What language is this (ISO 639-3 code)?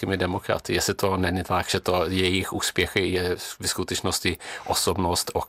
ces